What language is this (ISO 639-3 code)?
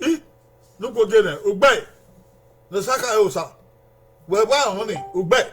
bin